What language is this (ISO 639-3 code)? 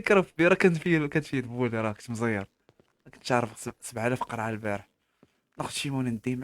ary